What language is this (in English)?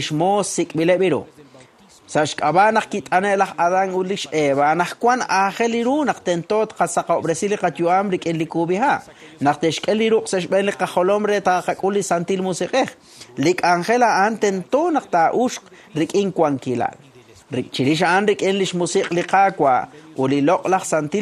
Kekchí